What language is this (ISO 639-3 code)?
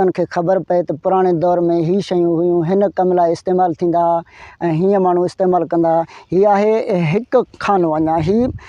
snd